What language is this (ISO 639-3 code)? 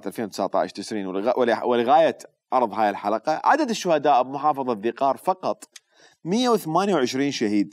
acm